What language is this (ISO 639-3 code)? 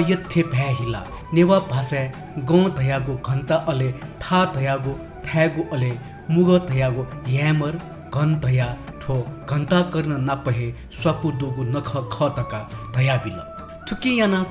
new